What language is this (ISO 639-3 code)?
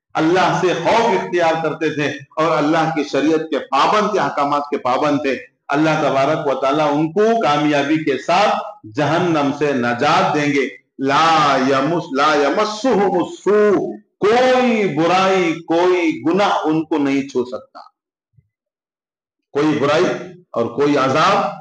urd